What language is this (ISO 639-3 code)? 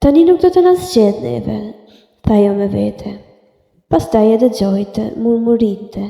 sqi